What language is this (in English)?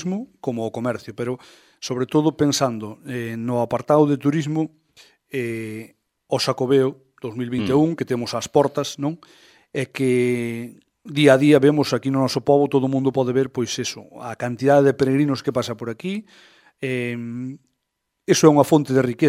Galician